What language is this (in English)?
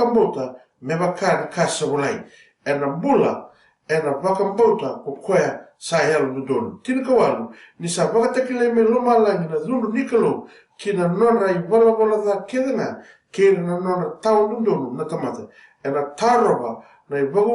Fijian